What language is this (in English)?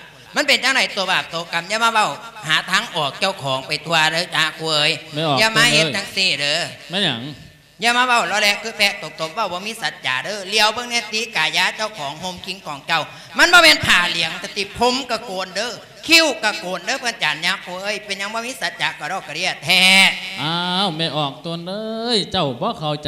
Lao